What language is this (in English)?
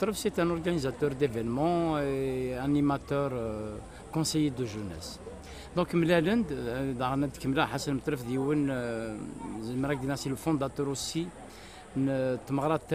Kabyle